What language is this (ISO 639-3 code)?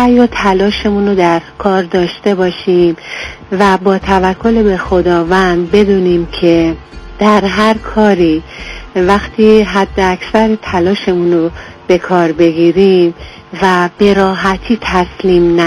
fas